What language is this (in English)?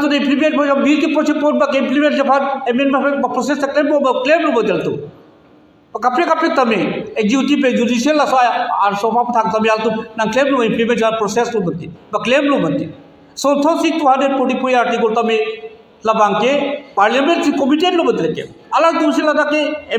Karbi